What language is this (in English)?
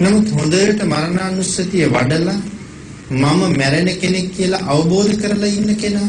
Sinhala